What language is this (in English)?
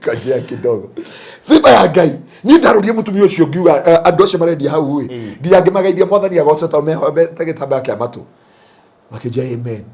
Kikuyu